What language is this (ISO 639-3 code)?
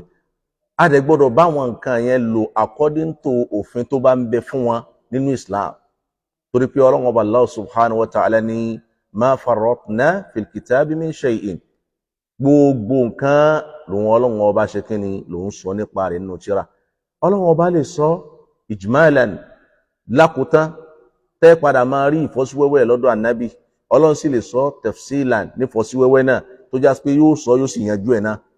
yor